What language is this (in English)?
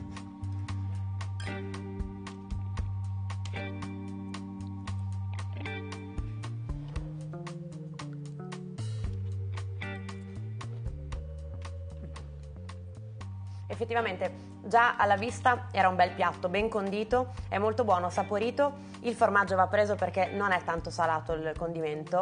Italian